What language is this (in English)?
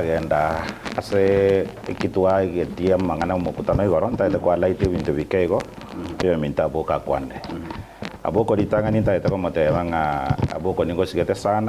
Gusii